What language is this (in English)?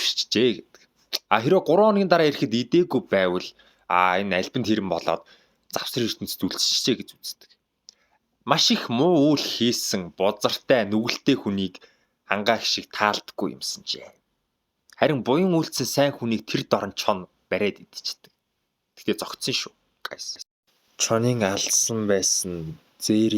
Mongolian